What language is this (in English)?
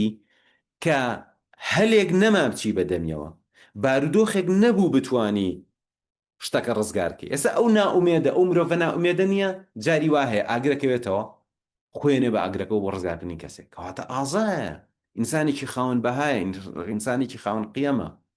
Central Kurdish